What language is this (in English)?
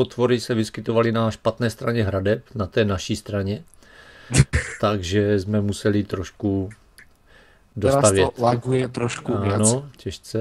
Czech